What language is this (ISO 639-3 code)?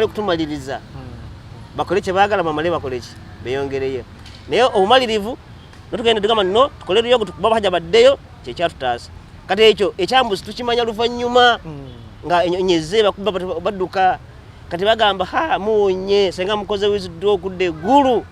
lug